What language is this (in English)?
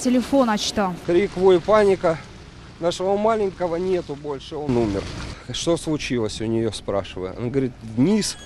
Crimean Tatar